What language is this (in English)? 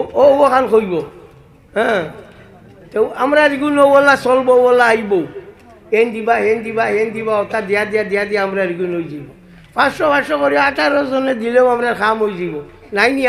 Sylheti